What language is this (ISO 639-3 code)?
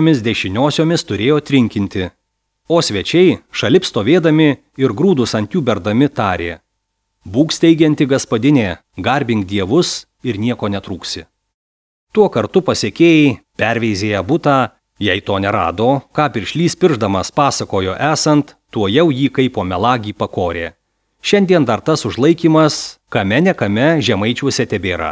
lit